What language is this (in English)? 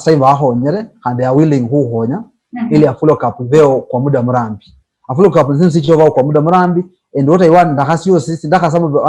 Luyia